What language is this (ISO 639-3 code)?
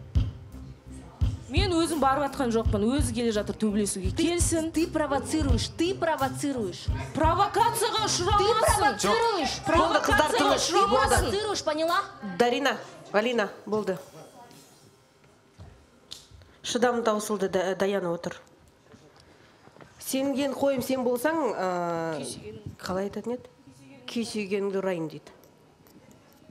kaz